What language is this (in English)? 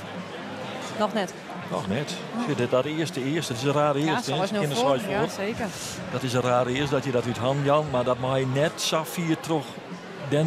Western Frisian